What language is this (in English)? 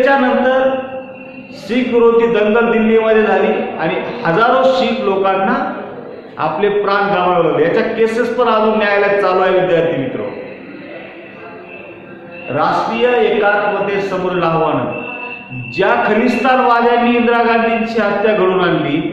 Marathi